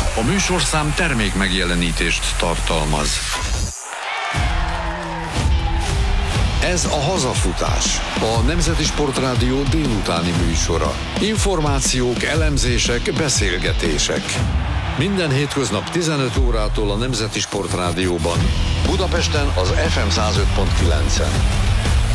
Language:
Hungarian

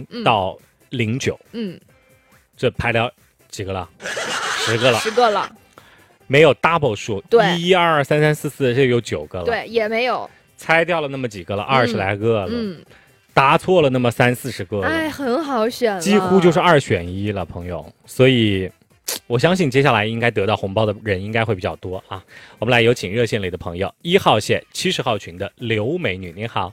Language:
Chinese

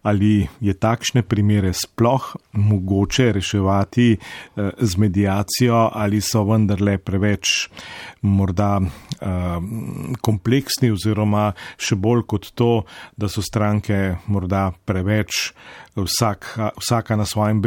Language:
Slovenian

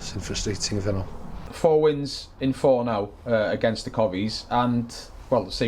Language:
Welsh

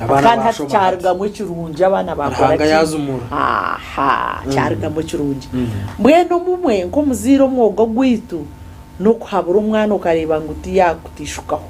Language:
Nyankole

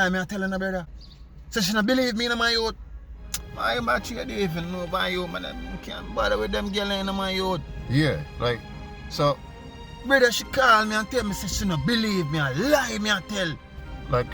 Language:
Jamaican Creole English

